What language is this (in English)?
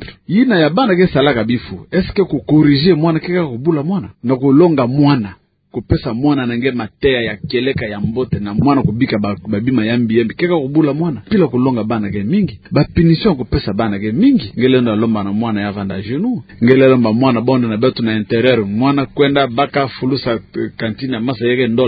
Kituba (Democratic Republic of Congo)